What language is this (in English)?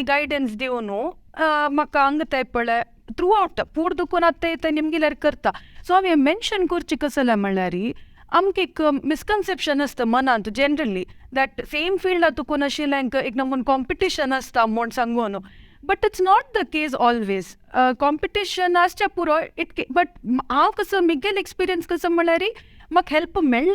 Konkani